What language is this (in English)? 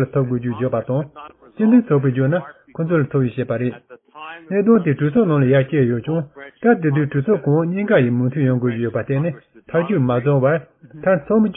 Tibetan